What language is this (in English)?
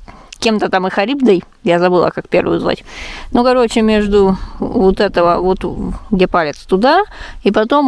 Russian